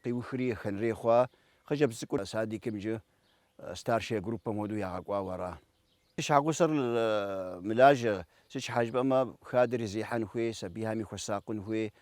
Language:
Kabardian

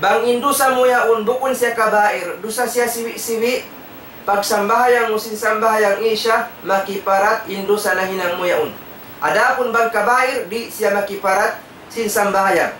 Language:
Tausug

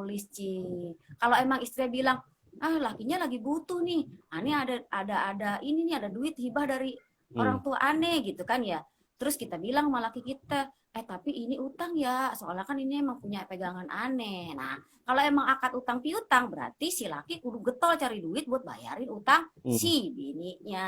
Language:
Betawi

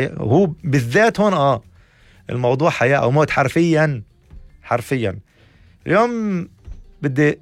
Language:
North Levantine Arabic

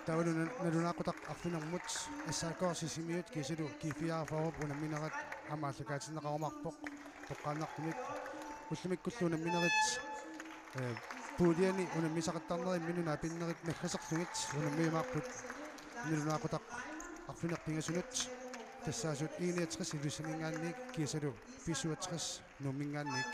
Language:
Kalaallisut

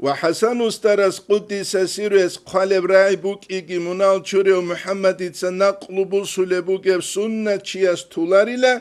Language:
Avaric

